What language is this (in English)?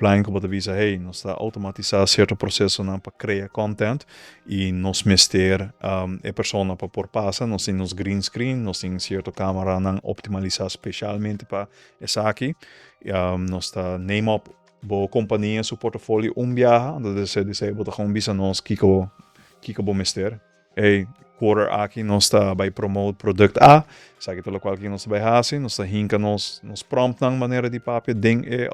Papiamento